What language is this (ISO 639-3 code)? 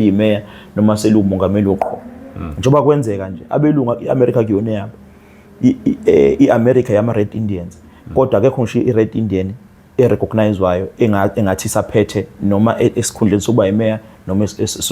zul